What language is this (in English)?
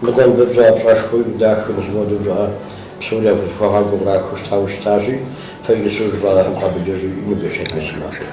Kabardian